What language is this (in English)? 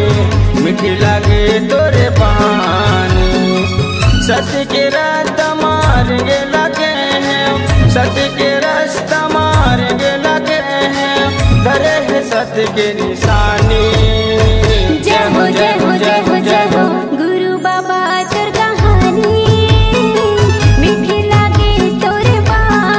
Chhattisgarhi